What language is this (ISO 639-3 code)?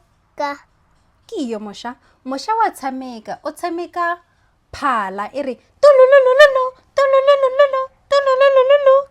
tsn